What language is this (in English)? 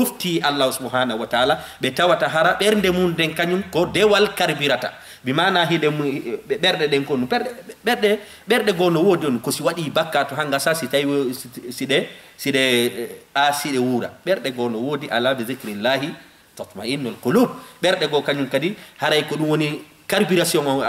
Fula